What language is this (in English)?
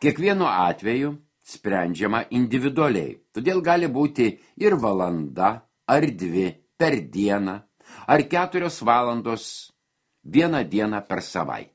Lithuanian